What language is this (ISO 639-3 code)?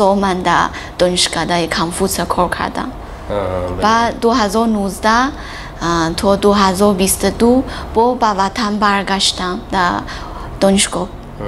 tgk